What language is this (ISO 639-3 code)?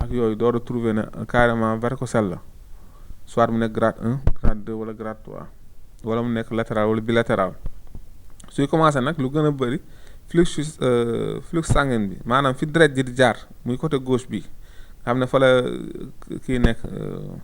wol